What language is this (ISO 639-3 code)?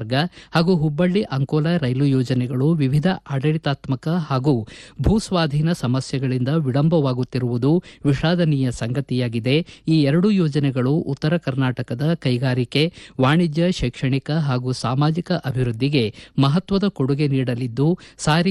kan